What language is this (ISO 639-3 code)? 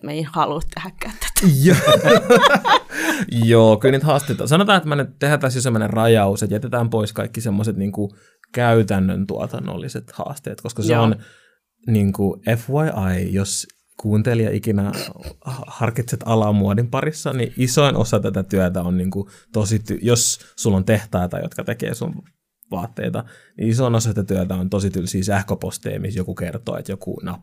fin